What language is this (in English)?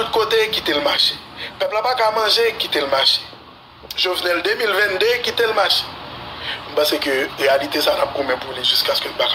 Haitian Creole